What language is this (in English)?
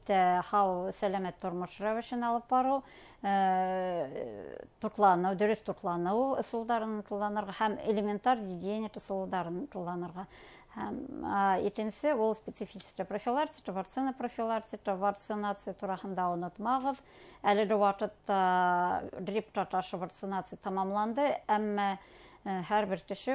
Bashkir